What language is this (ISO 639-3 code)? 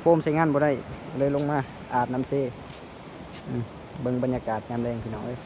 lao